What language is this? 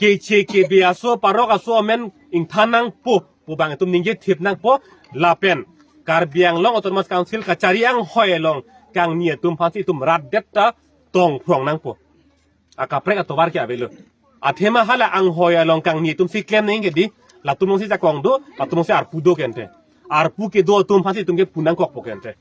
Karbi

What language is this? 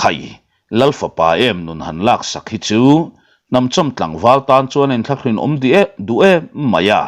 Mizo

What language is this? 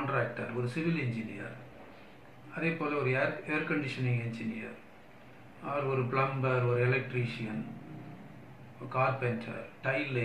Tamil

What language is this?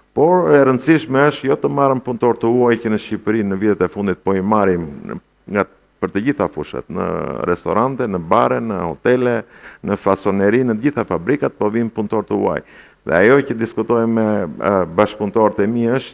Albanian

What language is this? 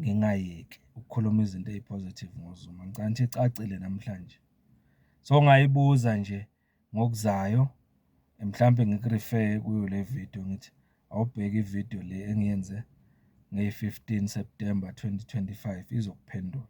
Zulu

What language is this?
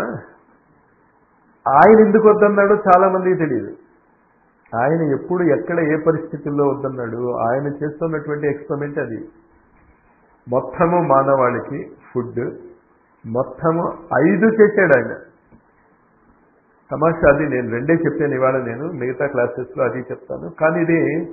Telugu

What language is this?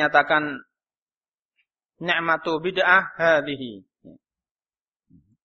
Indonesian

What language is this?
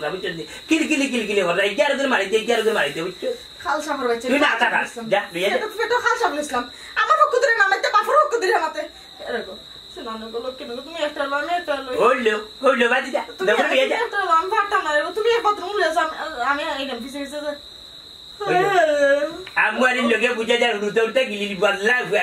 Sylheti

